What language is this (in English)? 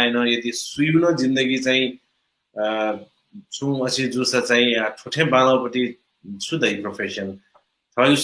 Newari